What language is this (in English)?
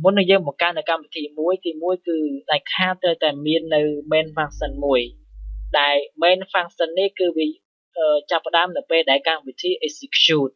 Khmer